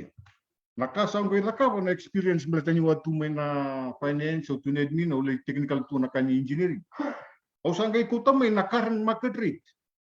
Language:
Fijian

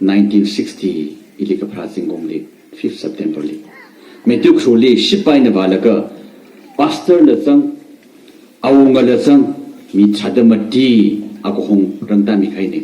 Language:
Tangkhul Naga (India)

